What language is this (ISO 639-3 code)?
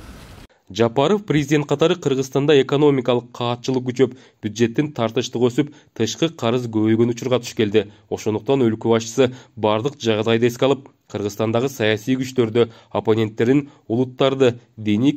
kir